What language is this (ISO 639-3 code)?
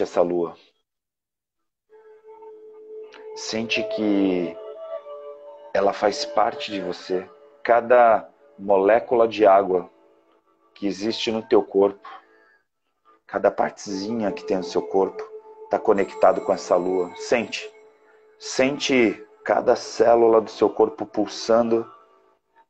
por